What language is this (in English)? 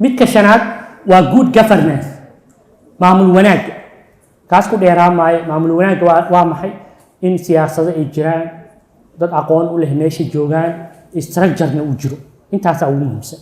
Somali